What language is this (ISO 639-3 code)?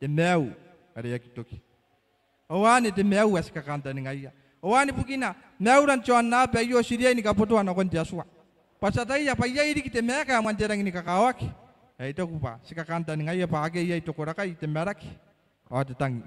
gil